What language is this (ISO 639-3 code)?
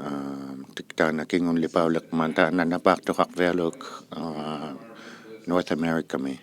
iku